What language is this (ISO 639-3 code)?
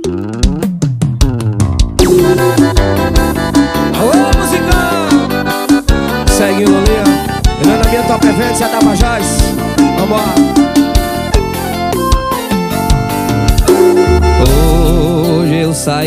por